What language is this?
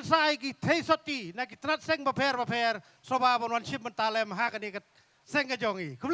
Khasi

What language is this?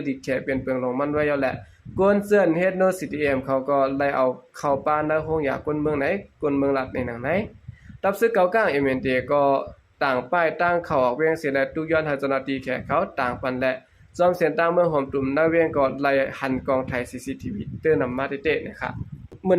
Shan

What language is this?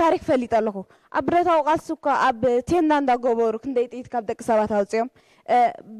Tigrinya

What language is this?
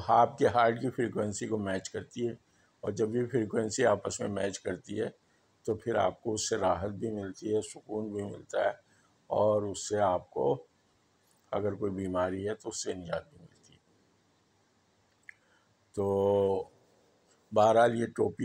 Urdu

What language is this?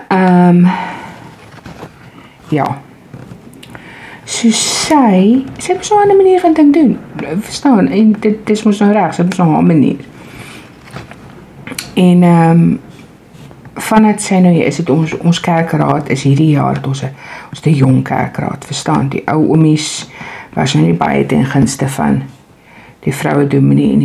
Afrikaans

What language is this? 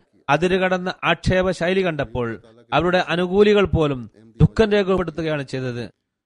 Malayalam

